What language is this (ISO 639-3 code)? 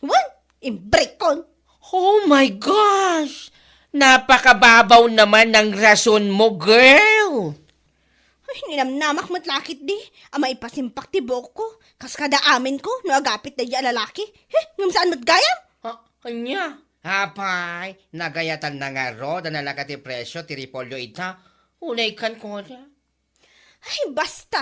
ilo